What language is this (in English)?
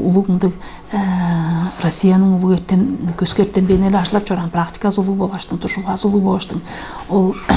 Tuvinian